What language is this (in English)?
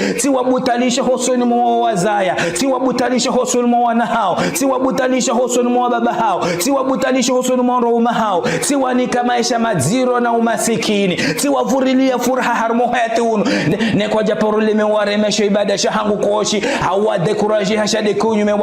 Ngazidja Comorian